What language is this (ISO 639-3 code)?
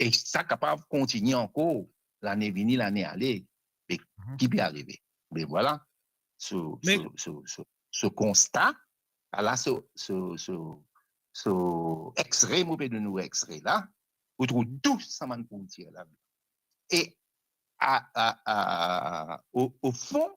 mfe